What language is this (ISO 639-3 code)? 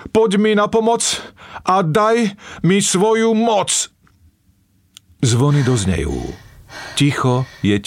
slk